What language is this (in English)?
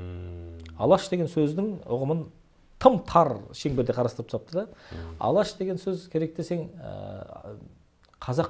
Kazakh